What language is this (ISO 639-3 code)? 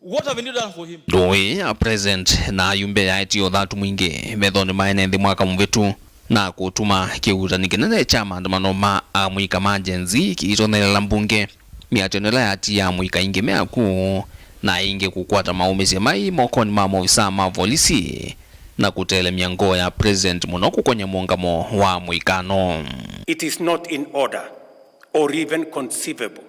kam